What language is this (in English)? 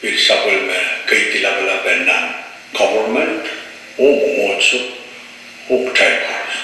Pohnpeian